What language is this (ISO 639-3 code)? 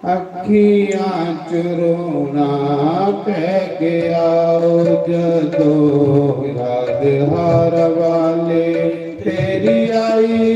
doi